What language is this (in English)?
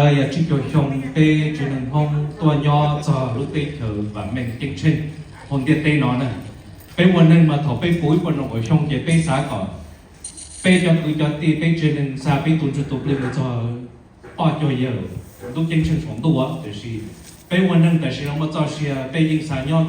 Hmong